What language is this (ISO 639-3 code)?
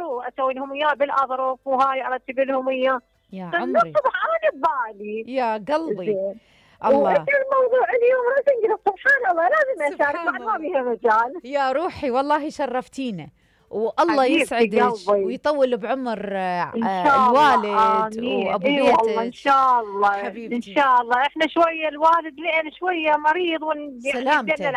acm